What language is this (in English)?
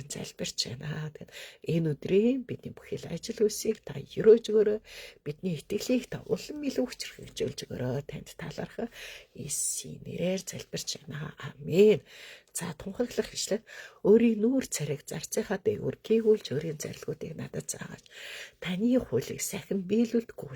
Mongolian